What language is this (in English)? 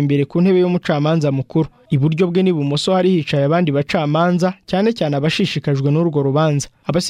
Kinyarwanda